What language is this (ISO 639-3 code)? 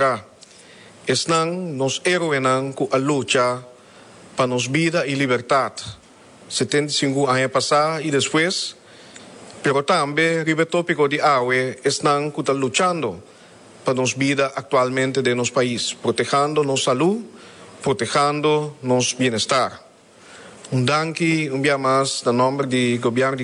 pap